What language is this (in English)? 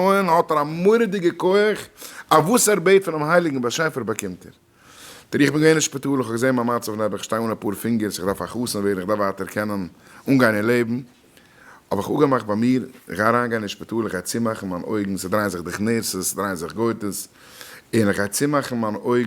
Yiddish